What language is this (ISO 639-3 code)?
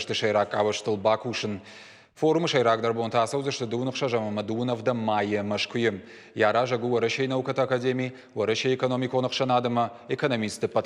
oss